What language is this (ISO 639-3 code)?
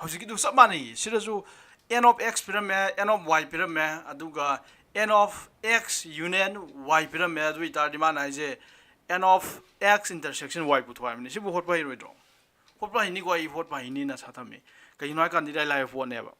mni